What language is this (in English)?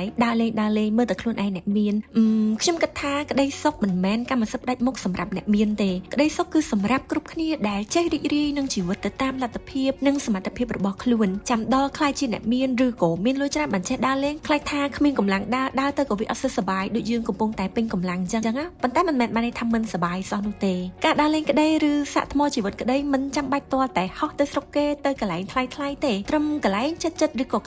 Khmer